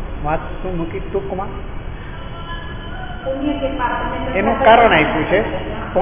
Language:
Gujarati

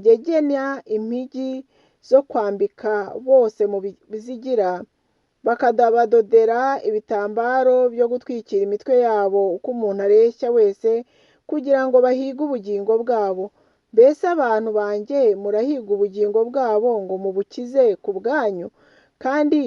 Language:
Kinyarwanda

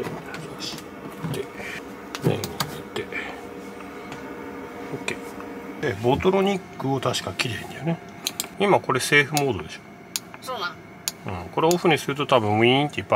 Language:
Japanese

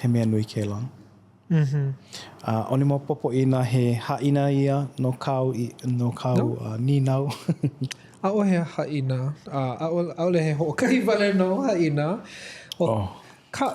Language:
Hawaiian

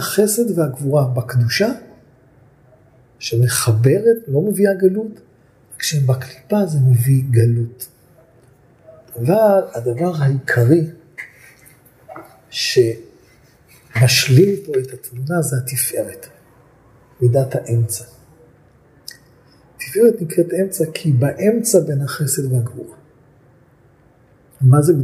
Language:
Hebrew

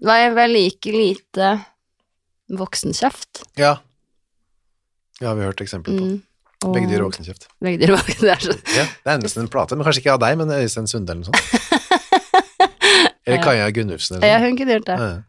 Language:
Norwegian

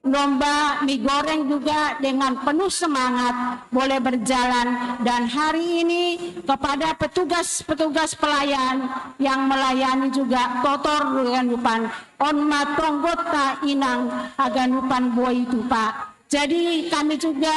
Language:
Batak Simalungun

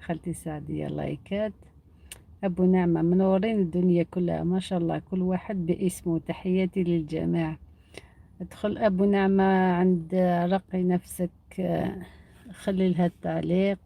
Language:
Algerian Arabic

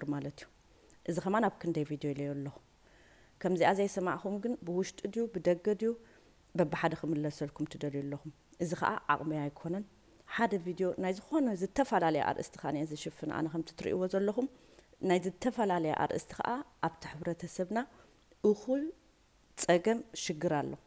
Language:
Tigrinya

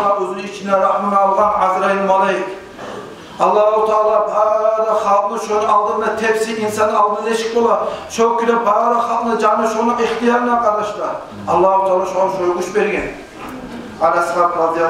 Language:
Kumyk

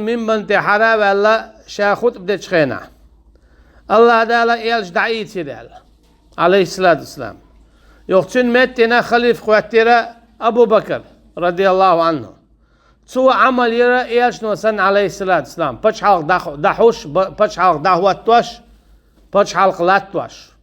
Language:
Chechen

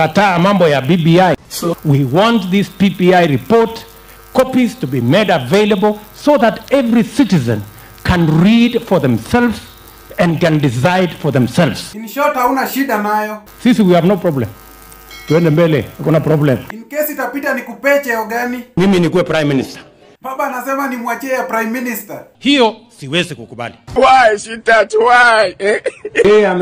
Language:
Swahili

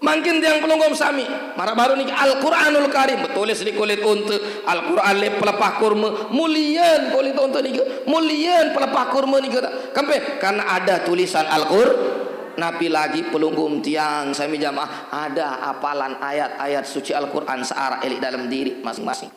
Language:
Sasak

